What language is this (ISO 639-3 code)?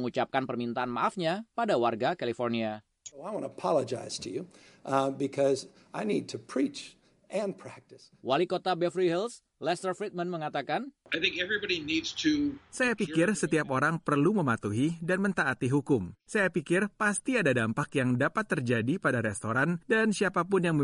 ind